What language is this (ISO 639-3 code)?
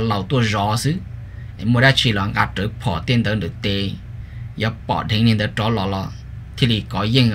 vie